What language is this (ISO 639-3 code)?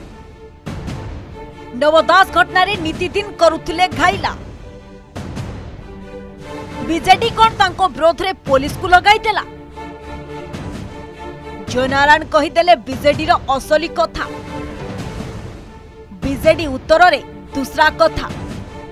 ori